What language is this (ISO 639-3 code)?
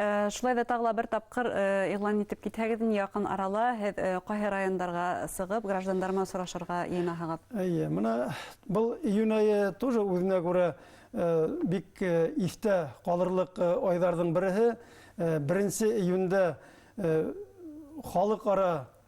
bak